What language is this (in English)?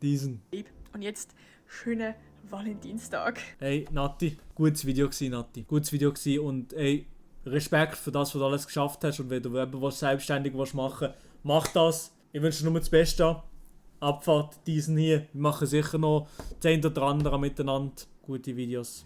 Swiss German